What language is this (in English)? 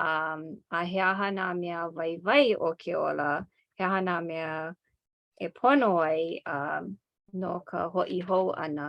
Hawaiian